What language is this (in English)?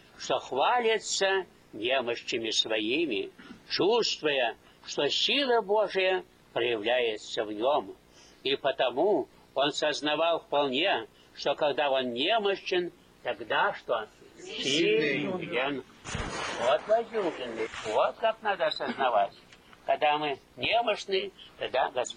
Russian